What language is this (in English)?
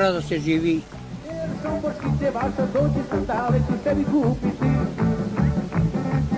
Serbian